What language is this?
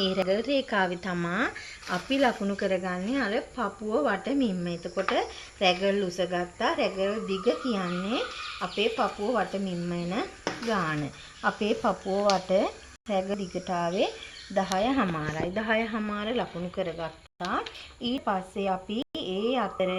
Sinhala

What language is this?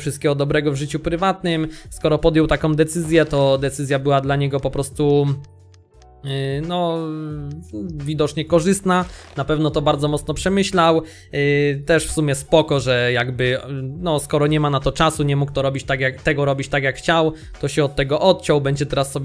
Polish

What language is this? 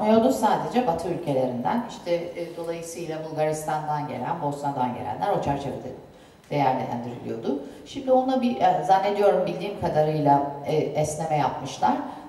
Turkish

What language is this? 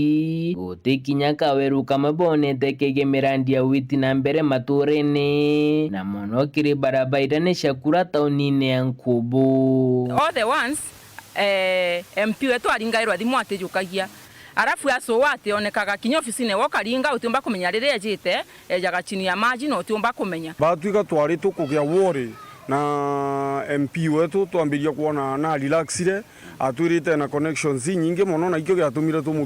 Meru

